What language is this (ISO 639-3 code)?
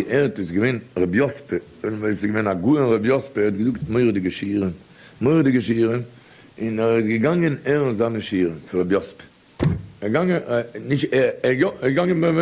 yid